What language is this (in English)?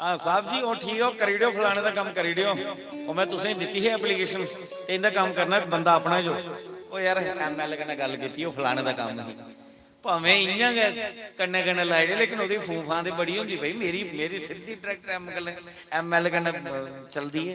Dogri